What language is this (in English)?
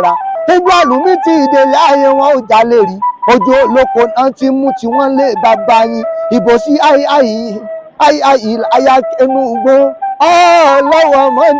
Yoruba